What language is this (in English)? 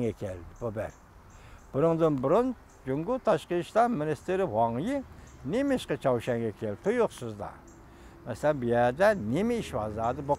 Uyghur